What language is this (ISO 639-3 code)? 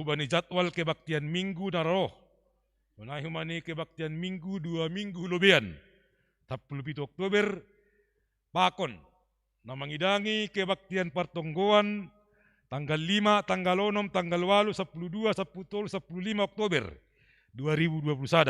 bts